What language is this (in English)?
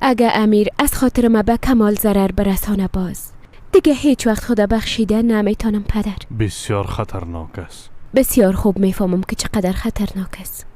Persian